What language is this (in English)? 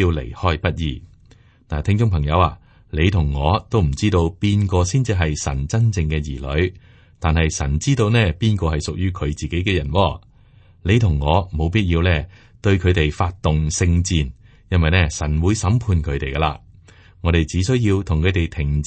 Cantonese